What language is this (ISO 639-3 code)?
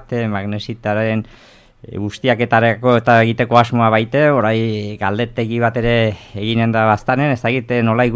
eus